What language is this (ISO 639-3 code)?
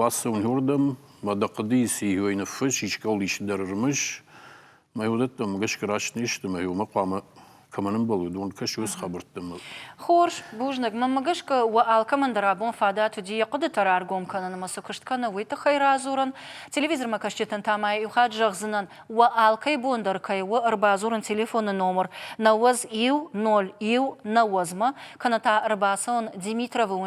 oss